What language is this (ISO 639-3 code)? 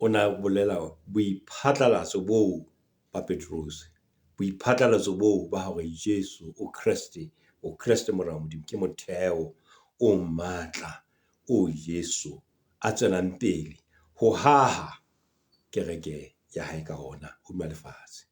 sot